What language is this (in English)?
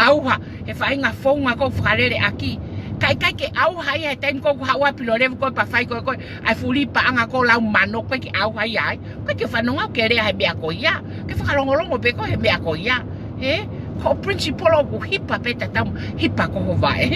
Tongan